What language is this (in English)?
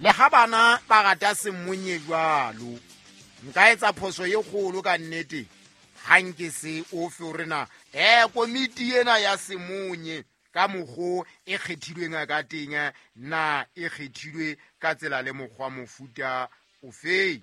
Southern Sotho